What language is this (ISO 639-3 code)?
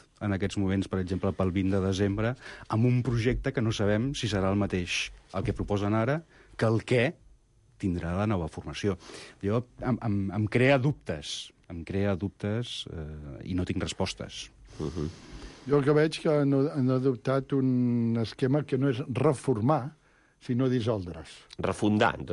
cat